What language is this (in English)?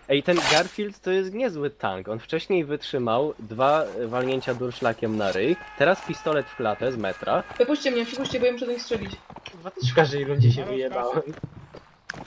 Polish